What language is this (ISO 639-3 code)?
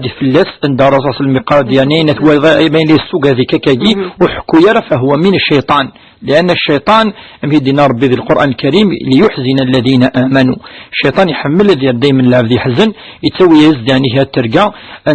kab